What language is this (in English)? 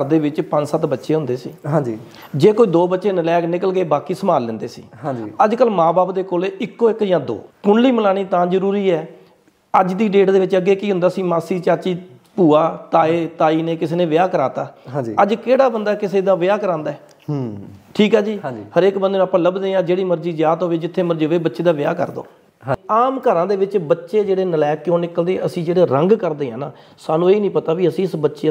Punjabi